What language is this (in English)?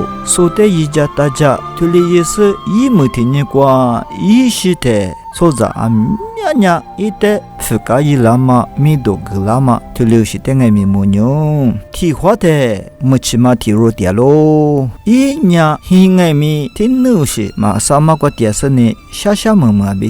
Lisu